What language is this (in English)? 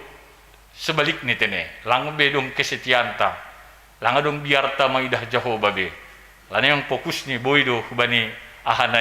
Batak Simalungun